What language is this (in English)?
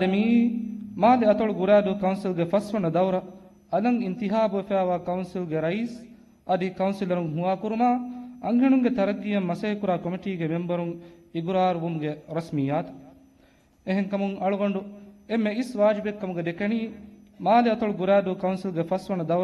Divehi